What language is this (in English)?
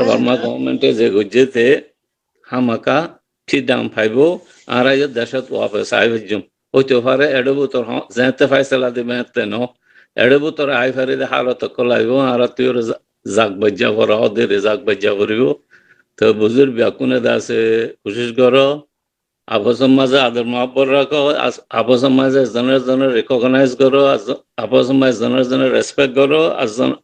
Rohingya